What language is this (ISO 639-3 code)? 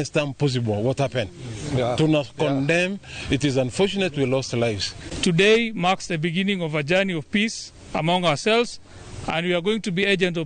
kik